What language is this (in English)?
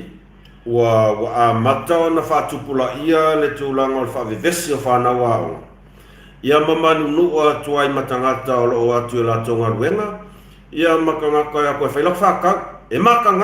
Samoan